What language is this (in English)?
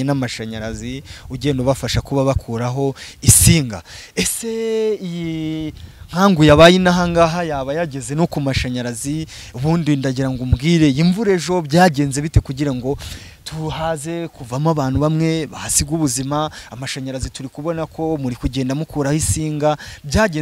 Kinyarwanda